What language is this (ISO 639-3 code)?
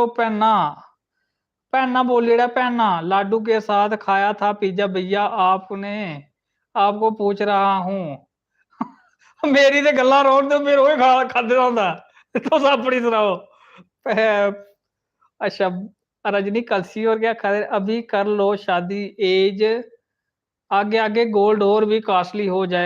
doi